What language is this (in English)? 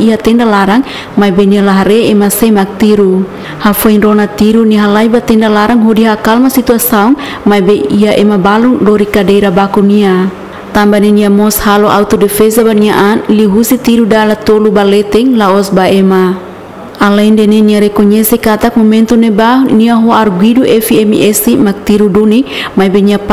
Tetum